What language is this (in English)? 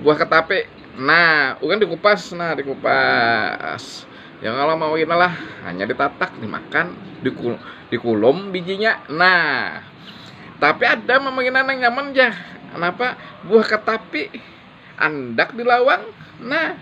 Banjar